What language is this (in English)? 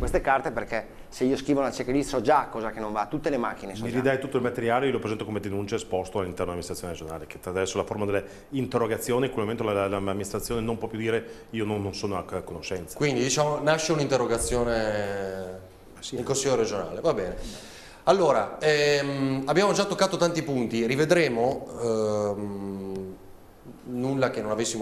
Italian